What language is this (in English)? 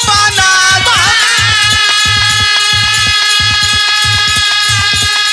Bhojpuri